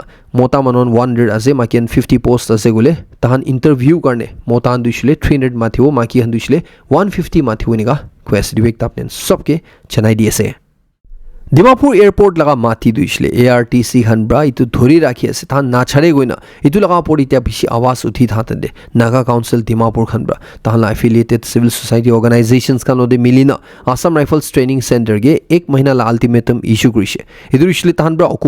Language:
Naga Pidgin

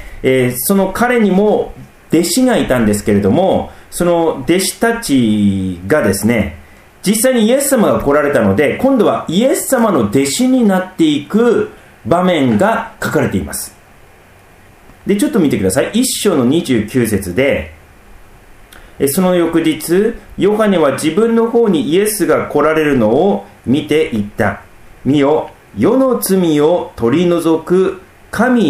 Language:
Japanese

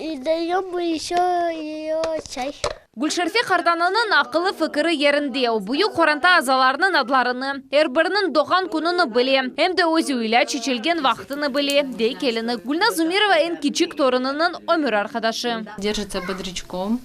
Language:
Crimean Tatar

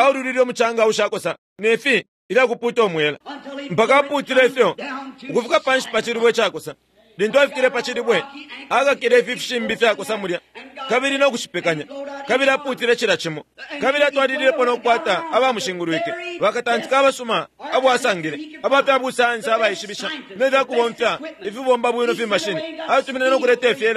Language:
Bemba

